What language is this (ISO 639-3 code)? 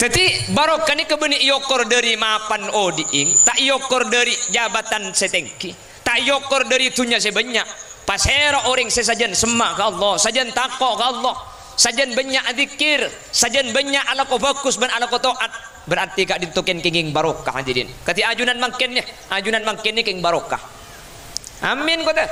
mad